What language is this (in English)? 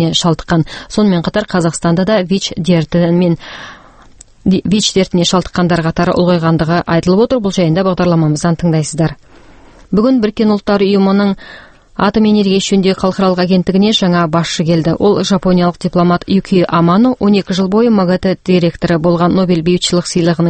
Kazakh